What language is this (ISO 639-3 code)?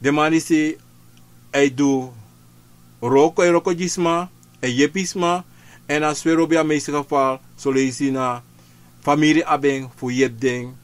srn